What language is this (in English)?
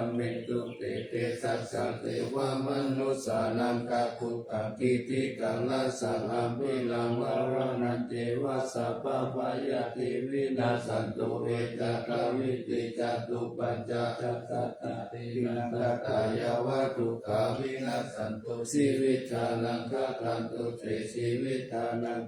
Pali